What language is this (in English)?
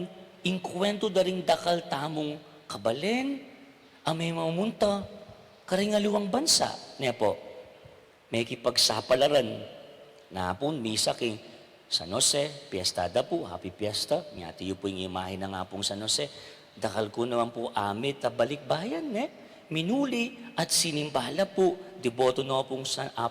Pampanga